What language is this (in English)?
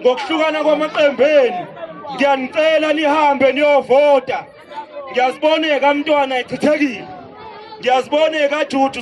Zulu